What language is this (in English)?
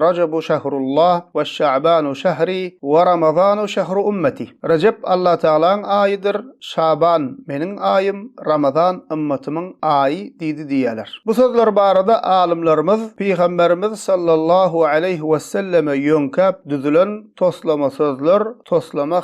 Turkmen